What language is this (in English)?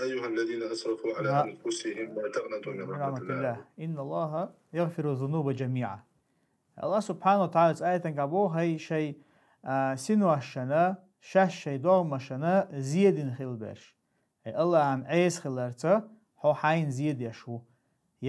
Chechen